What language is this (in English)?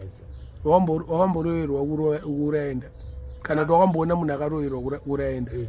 Shona